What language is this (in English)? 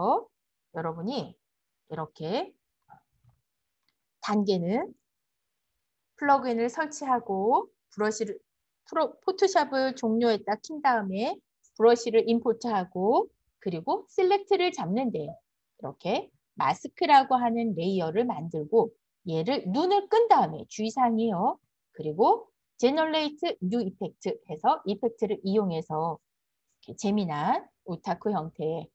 Korean